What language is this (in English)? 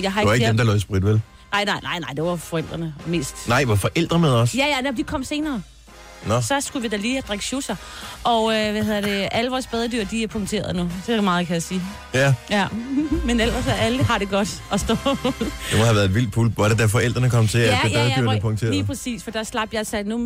Danish